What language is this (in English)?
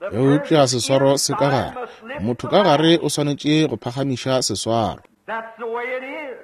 Northern Sotho